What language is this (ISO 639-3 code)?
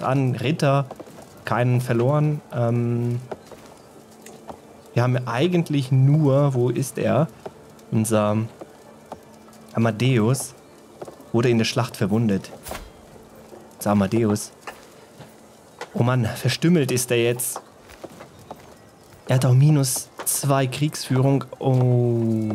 deu